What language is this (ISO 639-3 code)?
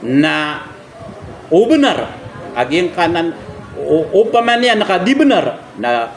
mrw